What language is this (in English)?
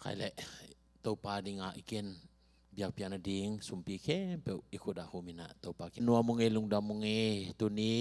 Tedim Chin